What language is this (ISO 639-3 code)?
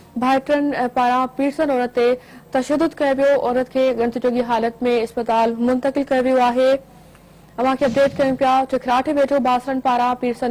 snd